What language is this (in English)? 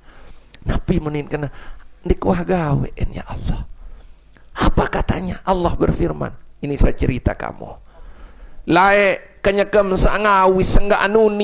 Sasak